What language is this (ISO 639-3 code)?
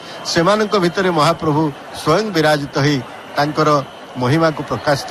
ori